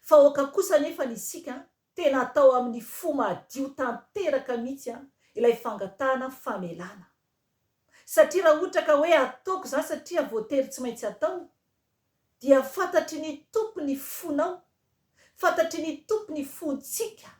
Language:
Malagasy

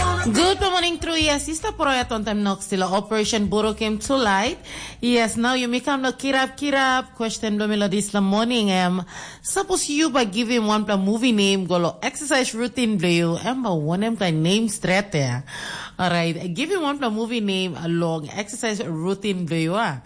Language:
Tok Pisin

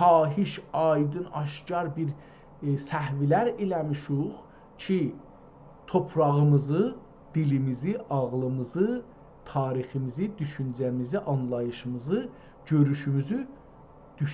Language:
South Azerbaijani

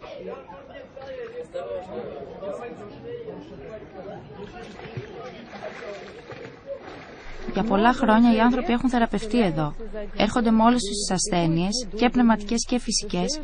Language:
Greek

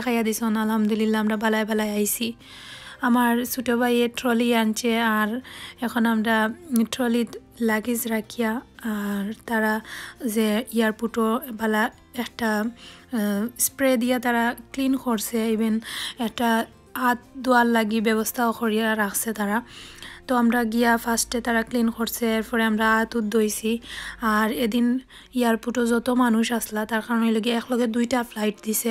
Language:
Sylheti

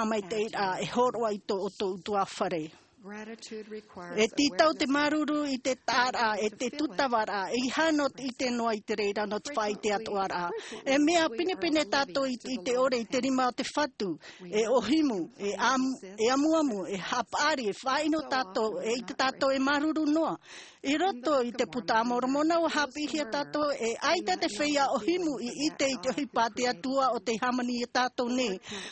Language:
Tahitian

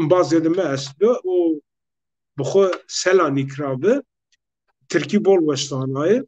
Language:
Zaza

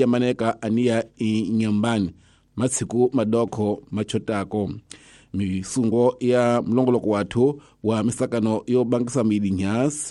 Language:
Tsonga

